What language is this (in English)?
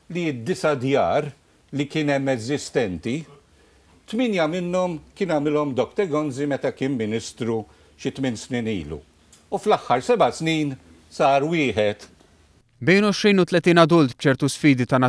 Maltese